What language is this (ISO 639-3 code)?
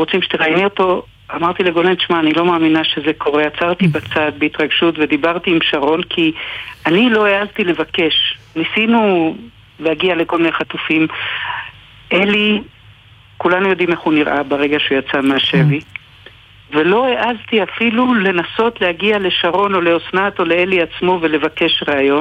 heb